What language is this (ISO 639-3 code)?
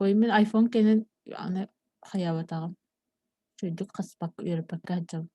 sah